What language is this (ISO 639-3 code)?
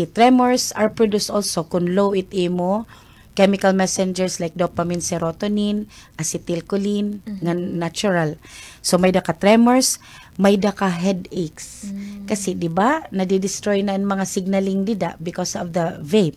war